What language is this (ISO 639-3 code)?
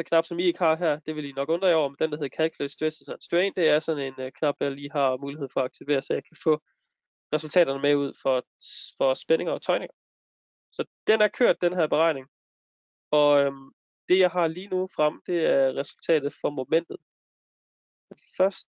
dan